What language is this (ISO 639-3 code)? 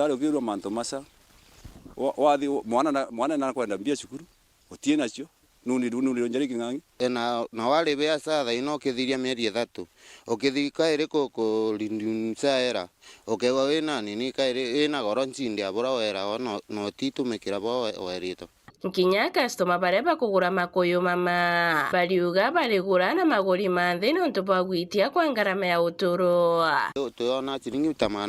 mer